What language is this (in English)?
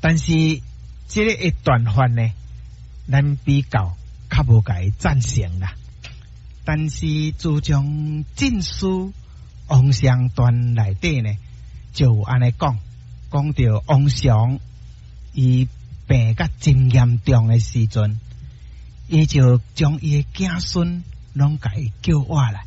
Min Nan Chinese